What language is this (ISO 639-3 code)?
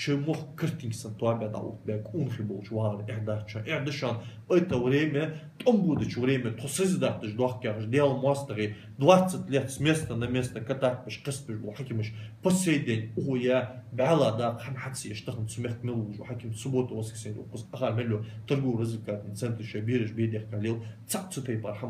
inh